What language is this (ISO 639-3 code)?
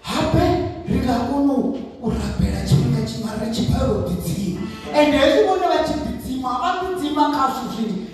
ven